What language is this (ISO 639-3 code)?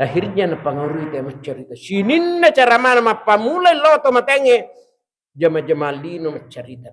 bug